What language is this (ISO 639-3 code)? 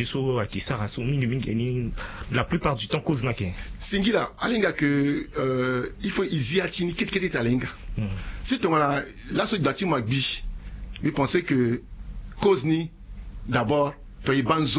sag